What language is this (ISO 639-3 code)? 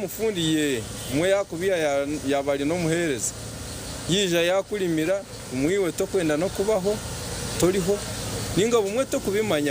nyn